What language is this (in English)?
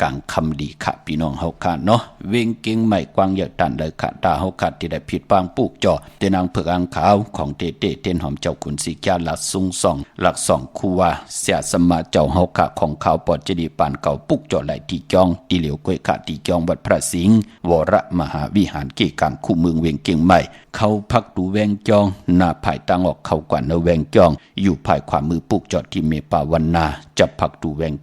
Shan